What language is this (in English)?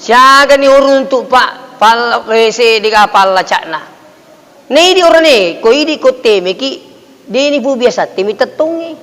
Buginese